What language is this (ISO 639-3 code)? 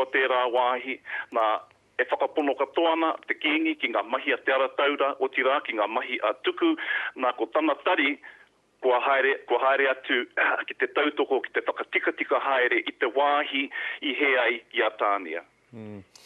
mri